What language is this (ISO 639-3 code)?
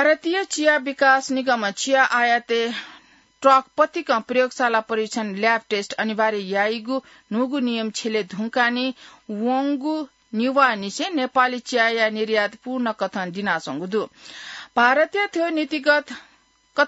new